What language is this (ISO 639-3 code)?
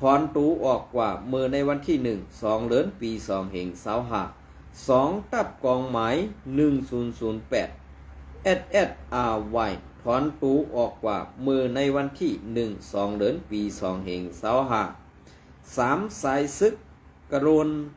shn